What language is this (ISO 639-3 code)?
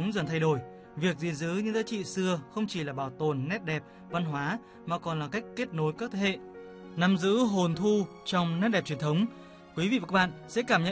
vie